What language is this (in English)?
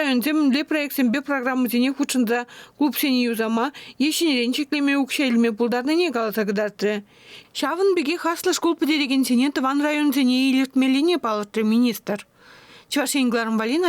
Chuvash